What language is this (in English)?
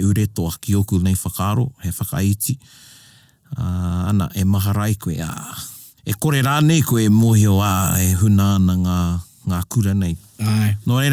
Māori